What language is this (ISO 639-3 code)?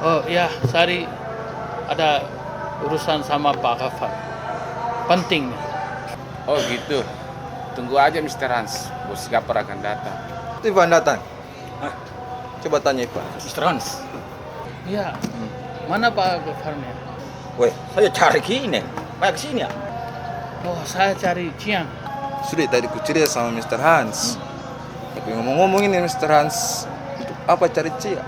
mfp